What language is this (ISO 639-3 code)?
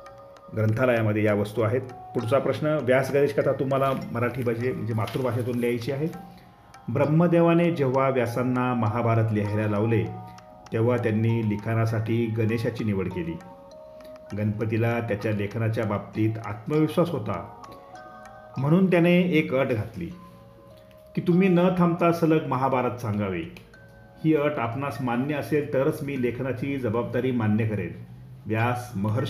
mar